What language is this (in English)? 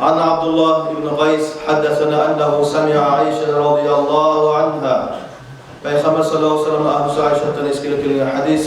Kumyk